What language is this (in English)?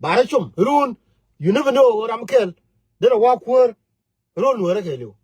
Nuer